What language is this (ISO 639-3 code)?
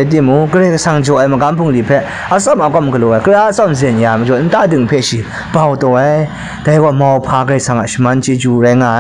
kac